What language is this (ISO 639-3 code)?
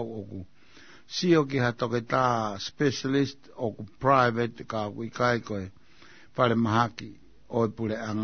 ton